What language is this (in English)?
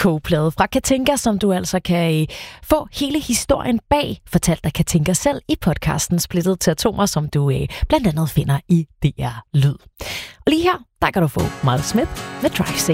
Danish